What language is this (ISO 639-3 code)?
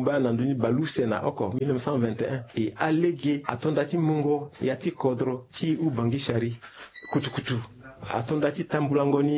sag